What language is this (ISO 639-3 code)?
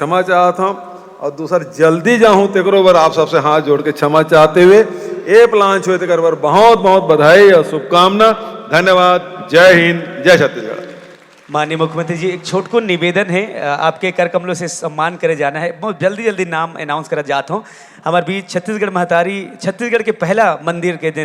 hne